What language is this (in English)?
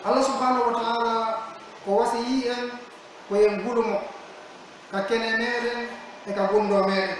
Pular